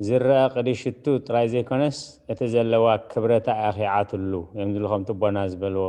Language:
Tigrinya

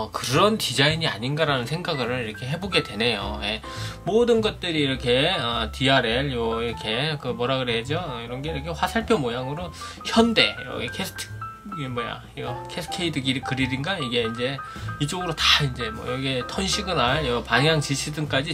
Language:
Korean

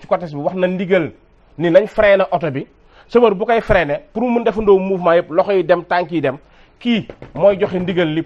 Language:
Wolof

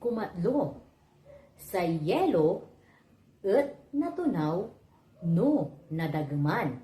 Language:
Pangasinan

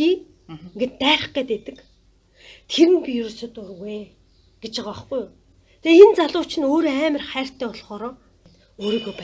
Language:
Mongolian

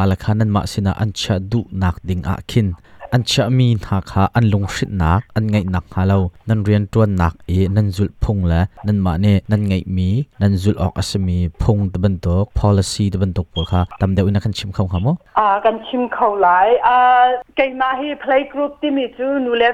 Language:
Hakha Chin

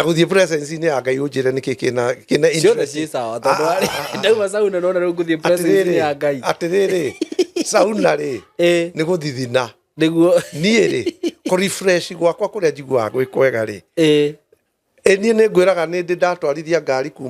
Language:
Kikuyu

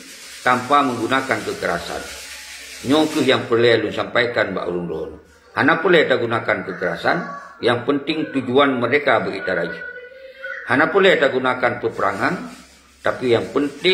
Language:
Achinese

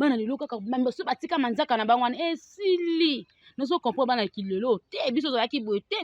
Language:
Lingala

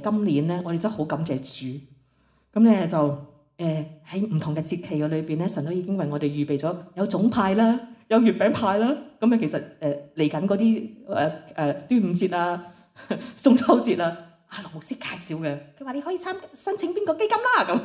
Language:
Cantonese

